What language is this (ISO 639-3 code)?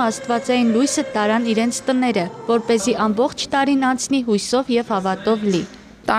hye